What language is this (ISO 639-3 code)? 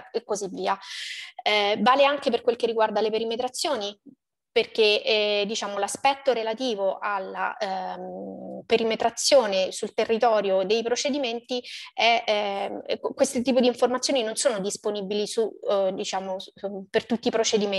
ita